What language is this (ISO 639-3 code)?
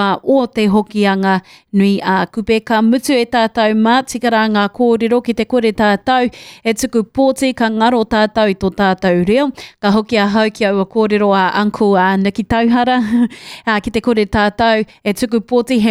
mri